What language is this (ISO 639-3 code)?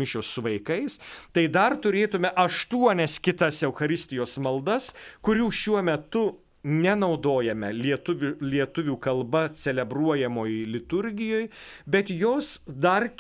lit